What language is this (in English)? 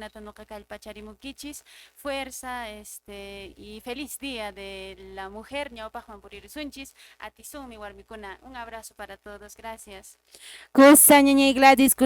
Quechua